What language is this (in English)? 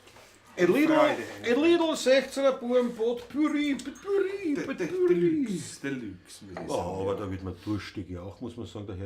Bavarian